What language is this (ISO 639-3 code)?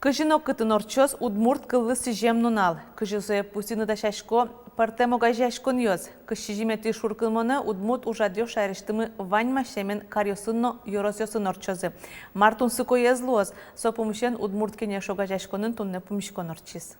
udm